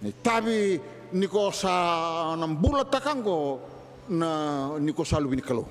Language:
Fijian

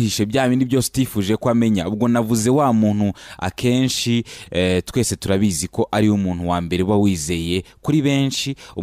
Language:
Kinyarwanda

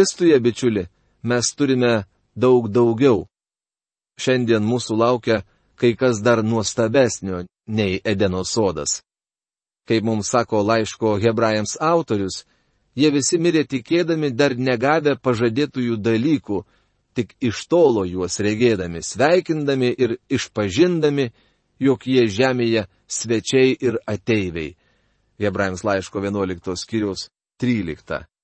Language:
Lithuanian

